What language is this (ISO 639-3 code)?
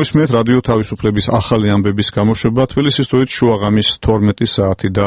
kat